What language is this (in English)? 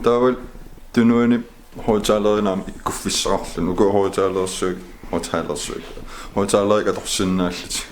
Kalaallisut